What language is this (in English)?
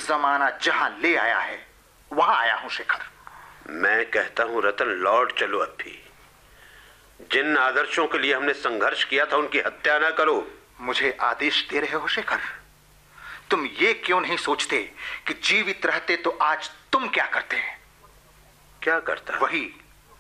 Hindi